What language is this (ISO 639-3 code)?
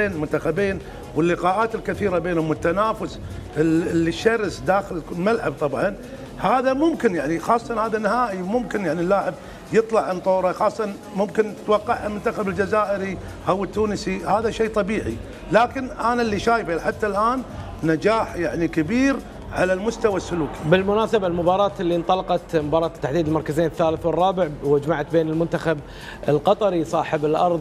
ara